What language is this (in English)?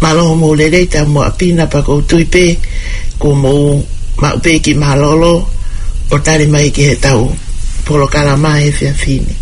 Tongan